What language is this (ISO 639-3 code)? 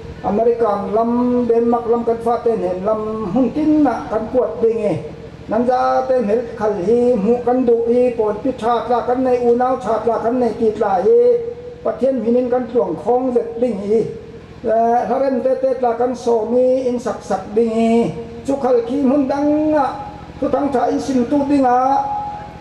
cfm